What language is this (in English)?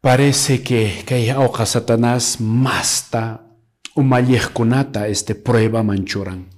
Quechua